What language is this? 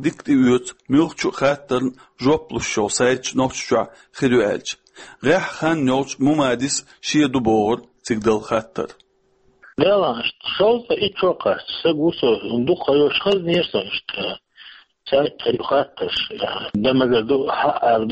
Chechen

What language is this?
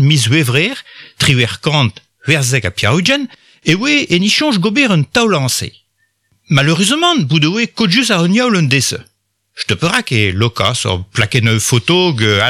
Breton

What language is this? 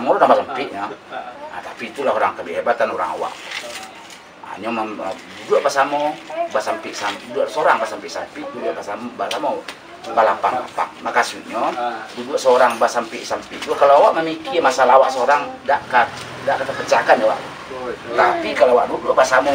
Minangkabau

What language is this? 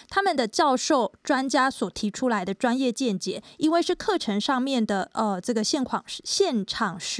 Chinese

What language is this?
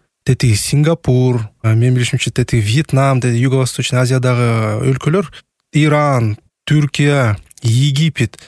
Kyrgyz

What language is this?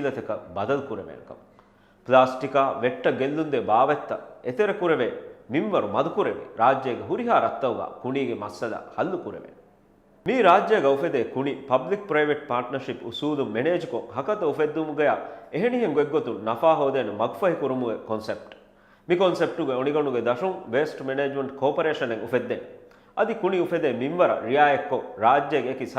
Divehi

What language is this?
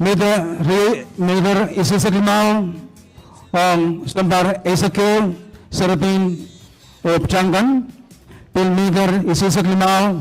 Pohnpeian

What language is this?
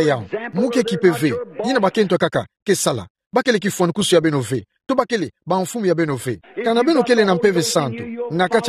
Kituba (Democratic Republic of Congo)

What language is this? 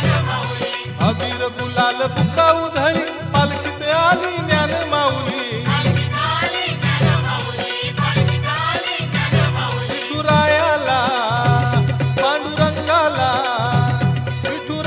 Marathi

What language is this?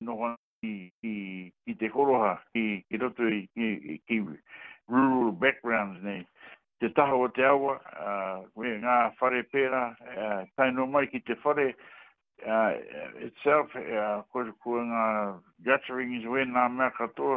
Māori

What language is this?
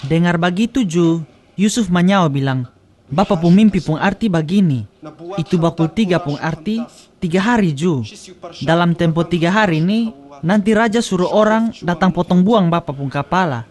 Kupang Malay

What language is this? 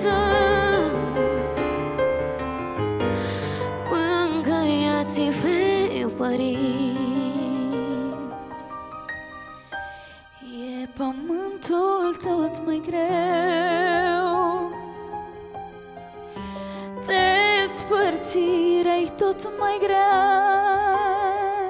Romanian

